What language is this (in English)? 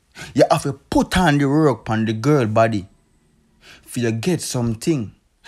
Jamaican Creole English